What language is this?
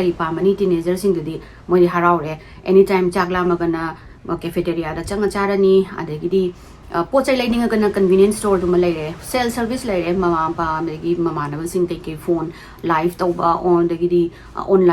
Manipuri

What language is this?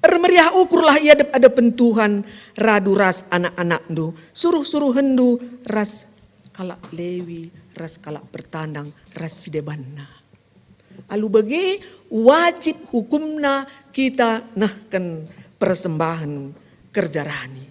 Batak Karo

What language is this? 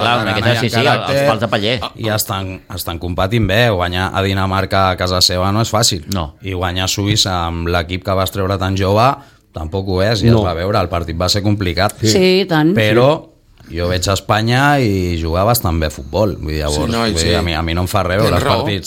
Catalan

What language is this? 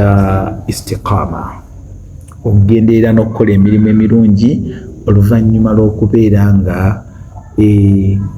Ganda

